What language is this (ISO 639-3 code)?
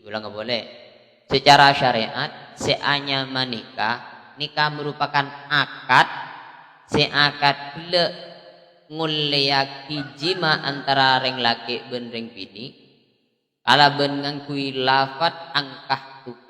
mad